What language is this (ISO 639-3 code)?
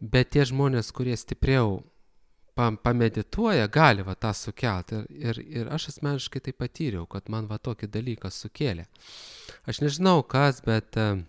lit